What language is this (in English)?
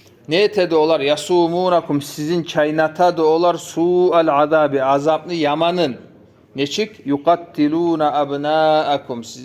Kumyk